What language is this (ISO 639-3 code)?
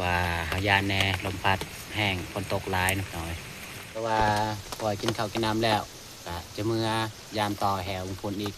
tts